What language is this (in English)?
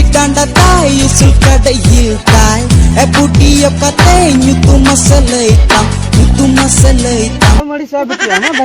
Santali